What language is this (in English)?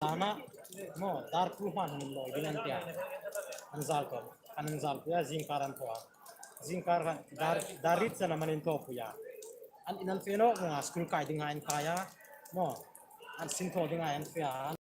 Hmar